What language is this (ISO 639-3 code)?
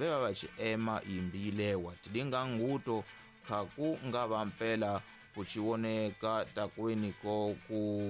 tso